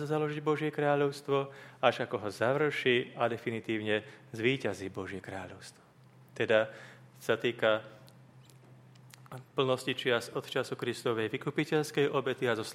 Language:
Slovak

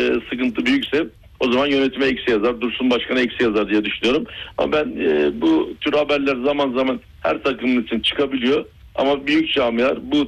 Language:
Turkish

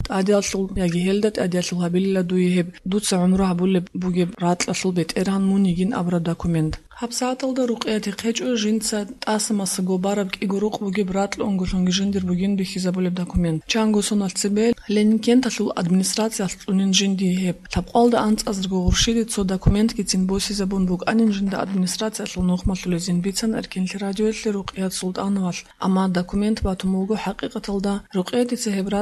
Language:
Avaric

